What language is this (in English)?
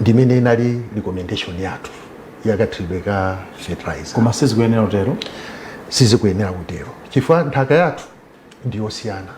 Nyanja